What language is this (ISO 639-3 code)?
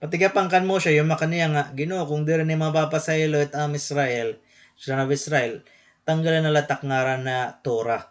war